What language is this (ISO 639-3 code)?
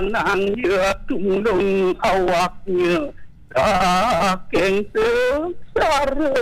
ban